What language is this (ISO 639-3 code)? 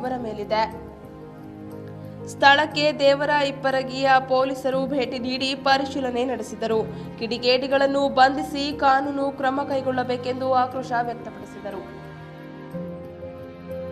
kan